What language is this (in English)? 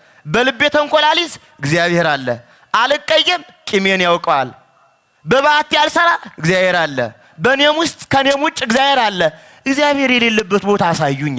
Amharic